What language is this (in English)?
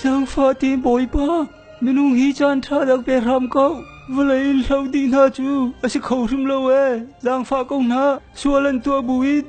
Hakha Chin